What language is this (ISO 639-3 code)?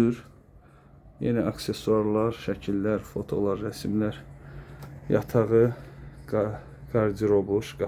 aze